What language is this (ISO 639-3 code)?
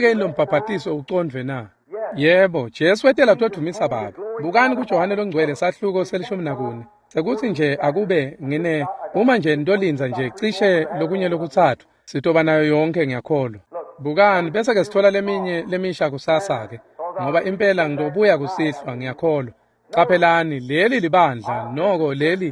ssw